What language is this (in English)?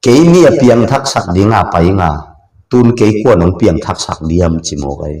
Tedim Chin